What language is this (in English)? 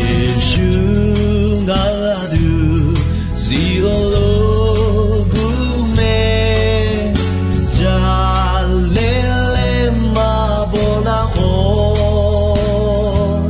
Akha